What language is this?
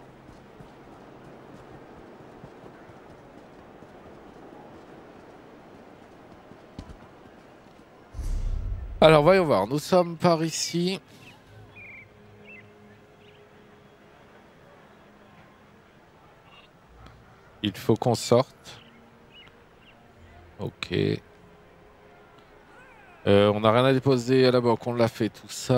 French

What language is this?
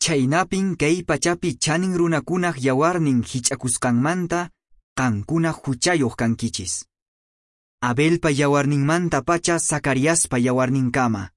Quechua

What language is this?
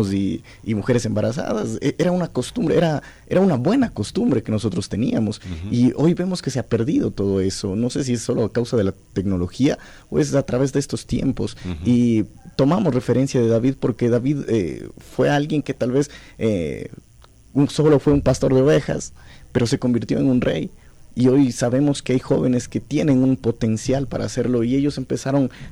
Spanish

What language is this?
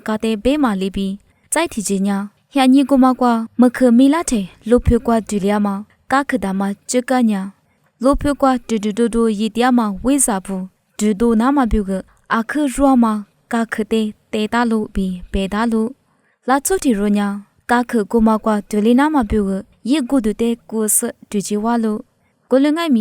Lisu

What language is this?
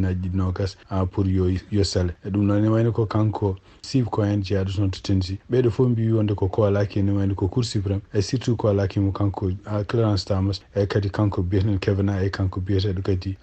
Fula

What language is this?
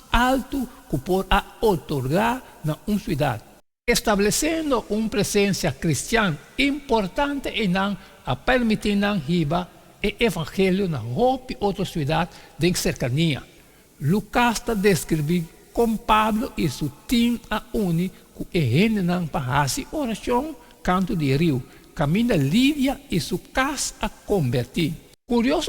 Papiamento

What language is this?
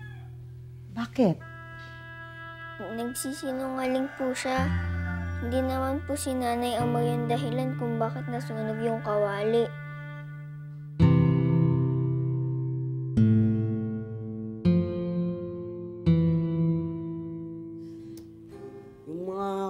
Filipino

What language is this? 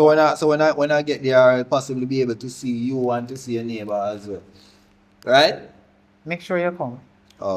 Jamaican Creole English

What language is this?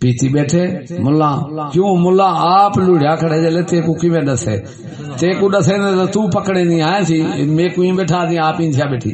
Saraiki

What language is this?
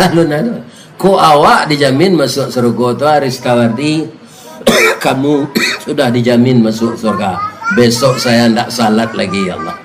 Minangkabau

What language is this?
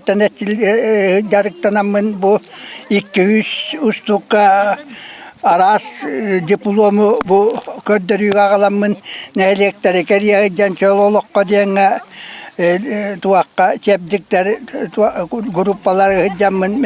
Yakut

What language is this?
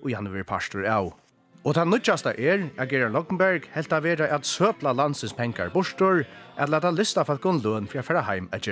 Faroese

